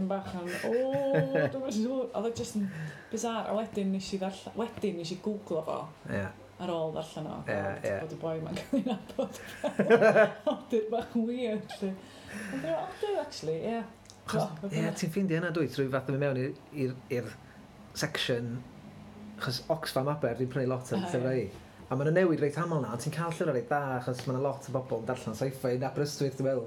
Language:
Welsh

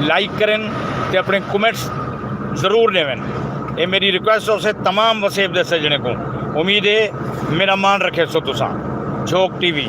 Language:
Saraiki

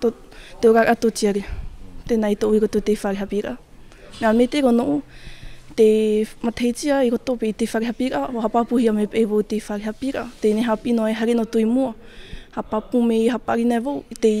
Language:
Tahitian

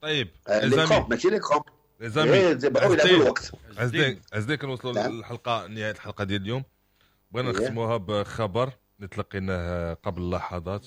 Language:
Moroccan Arabic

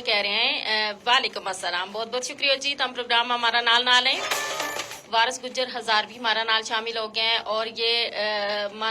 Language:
Gujari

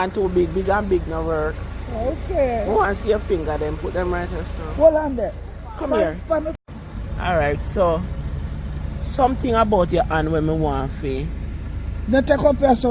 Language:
Jamaican Creole English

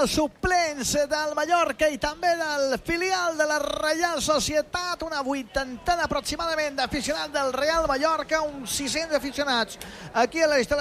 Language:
Catalan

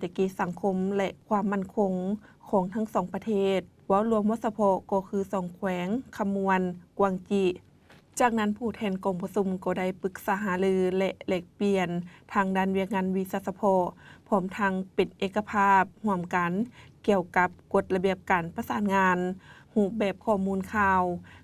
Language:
Lao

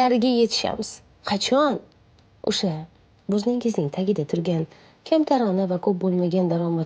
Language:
Uzbek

